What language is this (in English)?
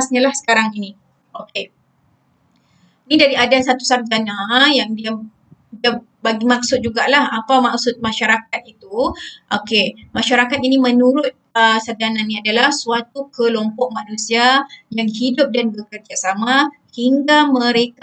Malay